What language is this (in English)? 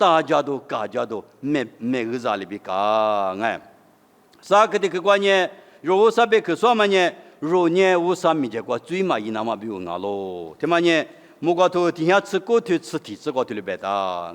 Lisu